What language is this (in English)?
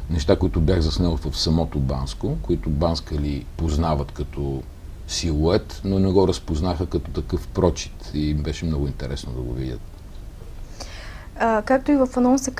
Bulgarian